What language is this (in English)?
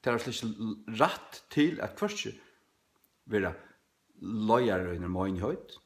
Faroese